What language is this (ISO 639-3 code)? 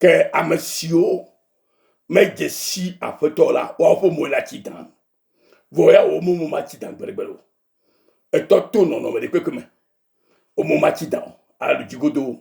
ewe